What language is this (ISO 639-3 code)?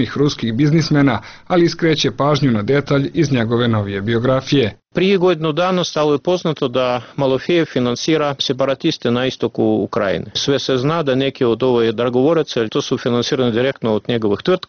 hrv